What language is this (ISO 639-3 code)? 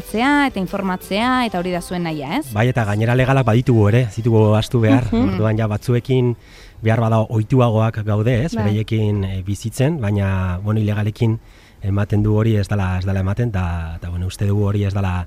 eus